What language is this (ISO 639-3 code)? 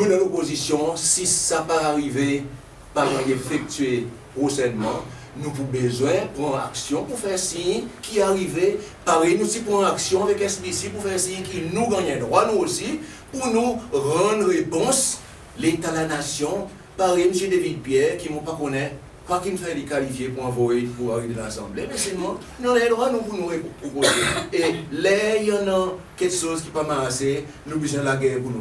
crs